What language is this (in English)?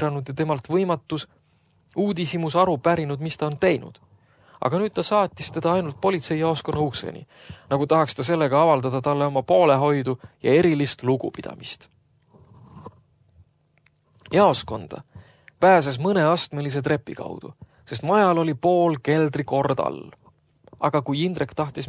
Estonian